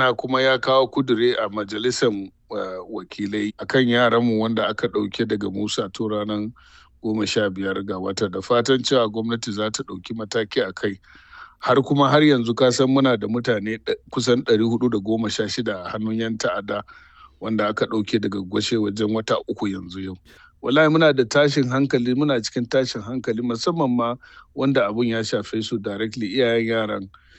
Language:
Hausa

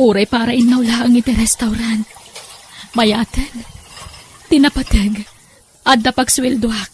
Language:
Iloko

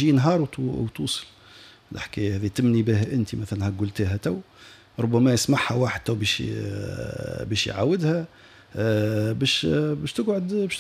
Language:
Tunisian Arabic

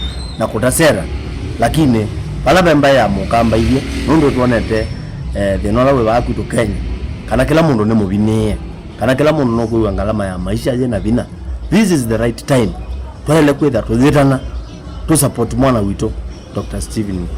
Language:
Kamba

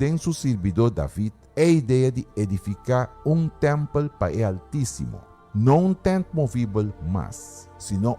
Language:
Papiamento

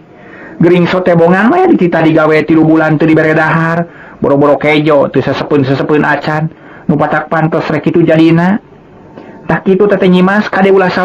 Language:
Sundanese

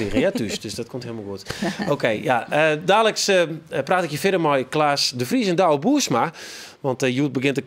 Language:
Western Frisian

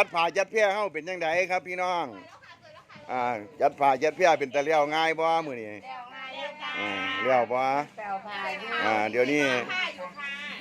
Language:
Northeastern Thai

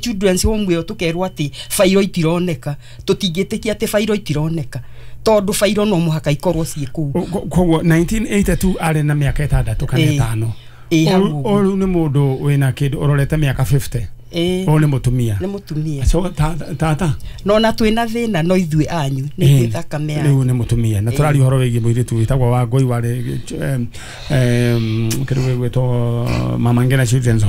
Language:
Kikuyu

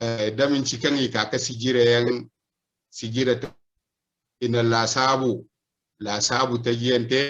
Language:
Zarma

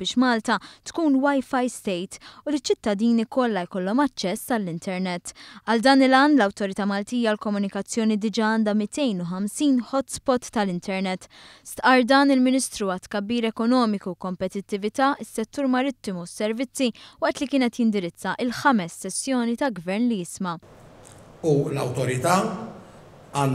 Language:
Maltese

